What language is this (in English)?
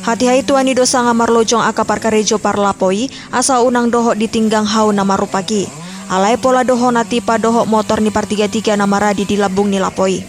Batak Toba